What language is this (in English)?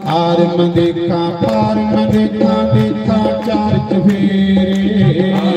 Dogri